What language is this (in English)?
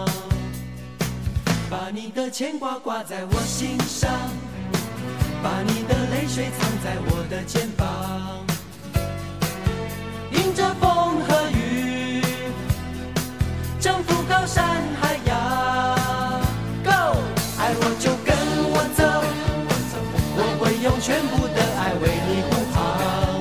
Chinese